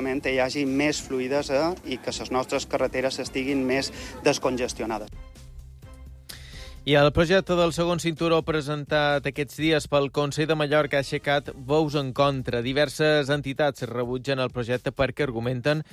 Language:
Catalan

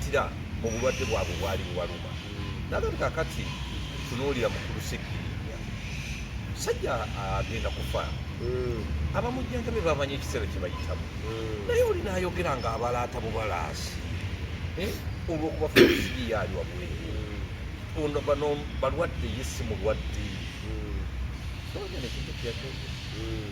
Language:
Ganda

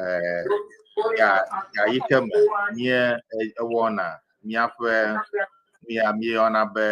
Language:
Ewe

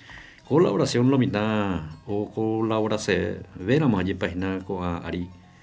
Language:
Guarani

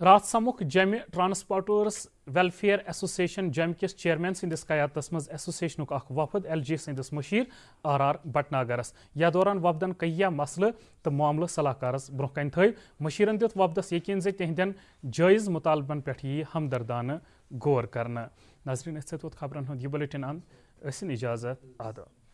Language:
Kashmiri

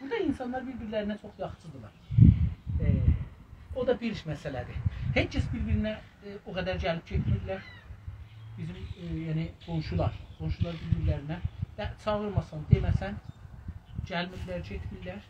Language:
South Azerbaijani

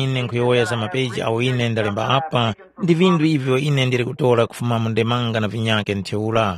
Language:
Tumbuka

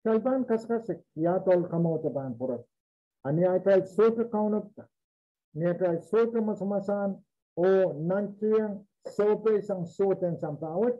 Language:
Pohnpeian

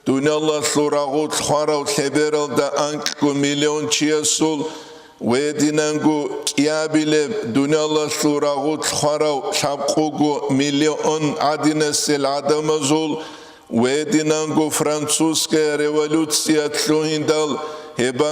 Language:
Avaric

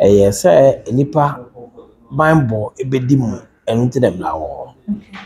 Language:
Akan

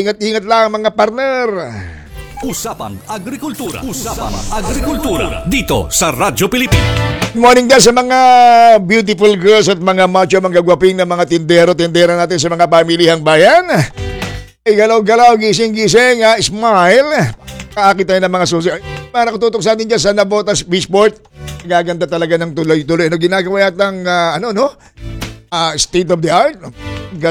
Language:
Filipino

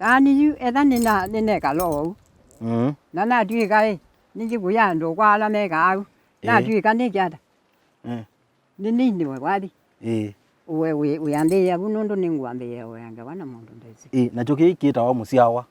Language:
Kamba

